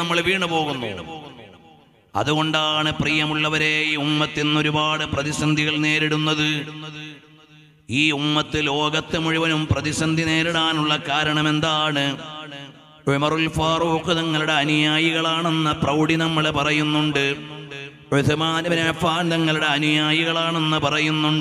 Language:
Malayalam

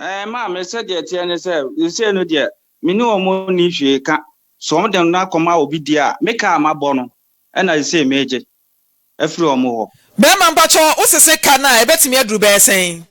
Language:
Akan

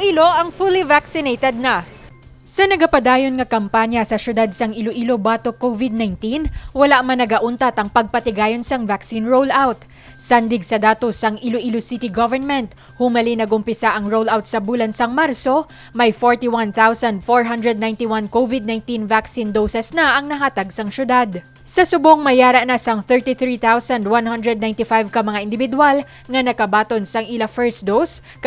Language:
Hiligaynon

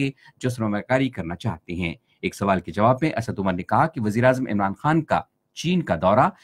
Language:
Urdu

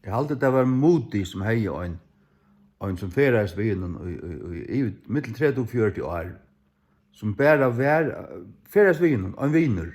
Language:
Faroese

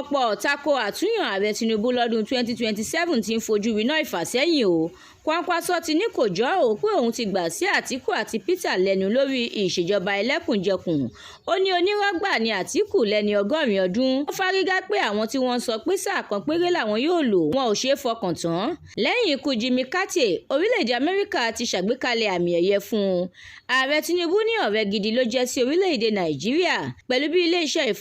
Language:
Yoruba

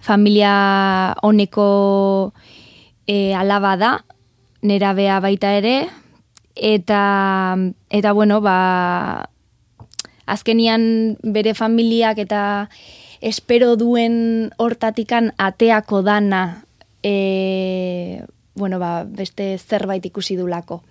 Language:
Basque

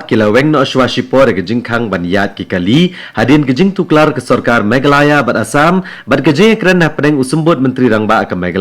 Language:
Khasi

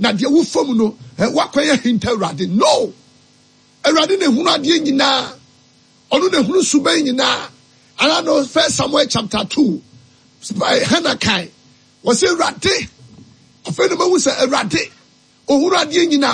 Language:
Akan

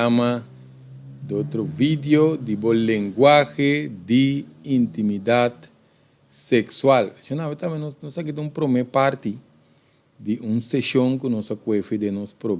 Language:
Papiamento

